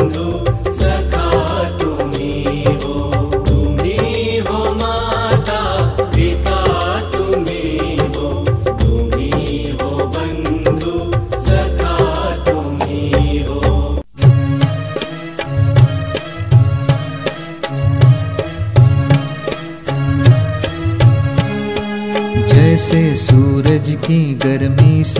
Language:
Hindi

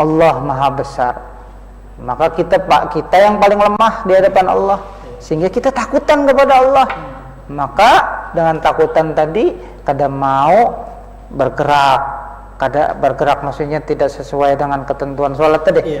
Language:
Banjar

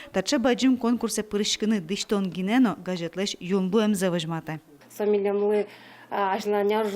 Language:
Udmurt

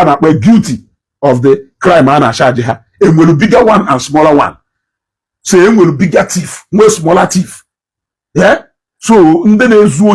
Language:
Igbo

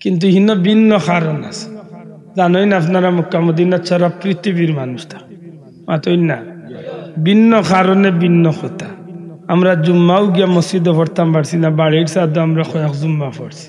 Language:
Sylheti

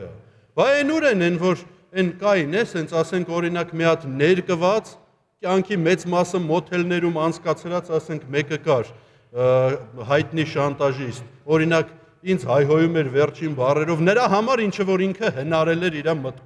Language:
Armenian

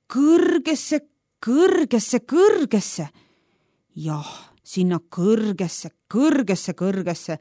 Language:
Estonian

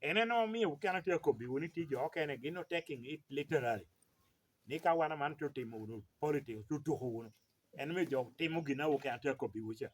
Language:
Lango (Uganda)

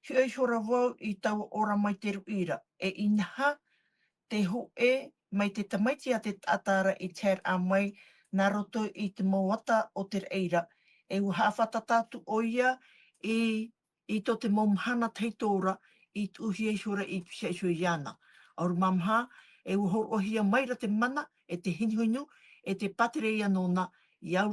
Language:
Tahitian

